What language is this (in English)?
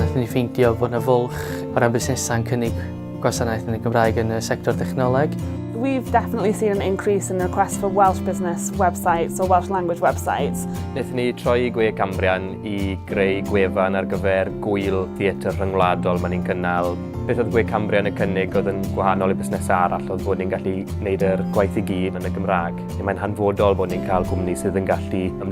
Welsh